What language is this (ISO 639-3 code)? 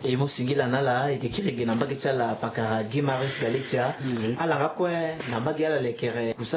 sag